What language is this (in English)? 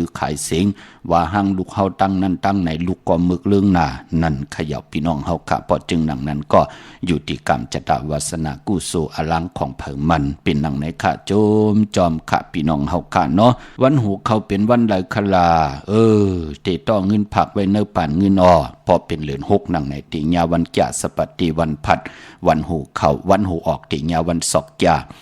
Shan